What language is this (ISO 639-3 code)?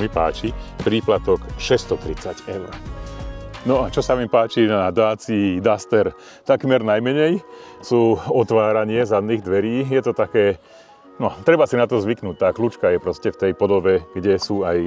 slk